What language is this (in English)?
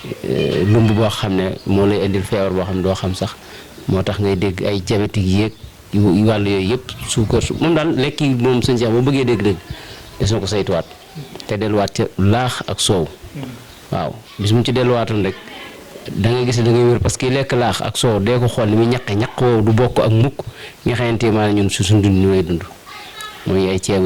Wolof